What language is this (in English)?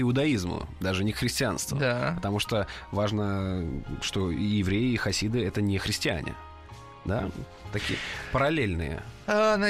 Russian